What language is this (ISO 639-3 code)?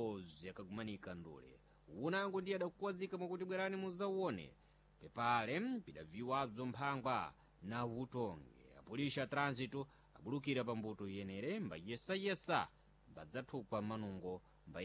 seh